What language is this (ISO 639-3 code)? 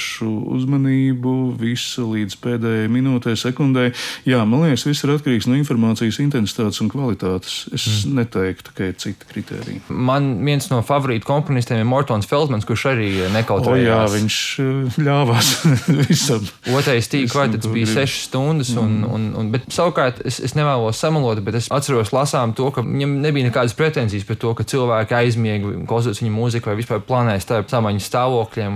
lav